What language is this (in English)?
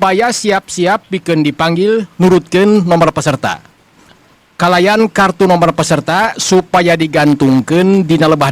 Sundanese